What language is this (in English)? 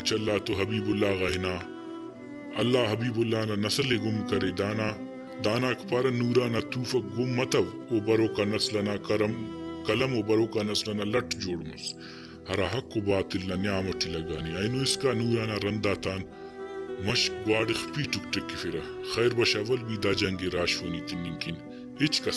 Brahui